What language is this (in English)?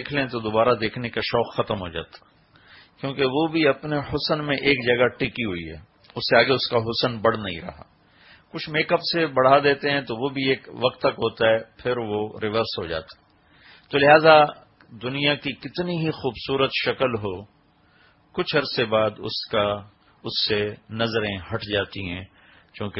Urdu